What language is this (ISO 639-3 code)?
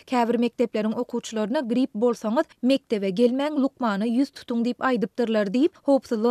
tuk